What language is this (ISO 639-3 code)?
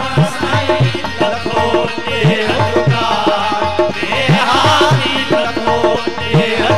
hin